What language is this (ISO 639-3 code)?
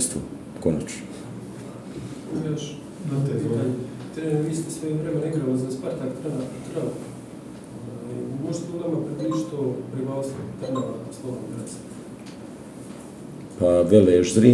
hrv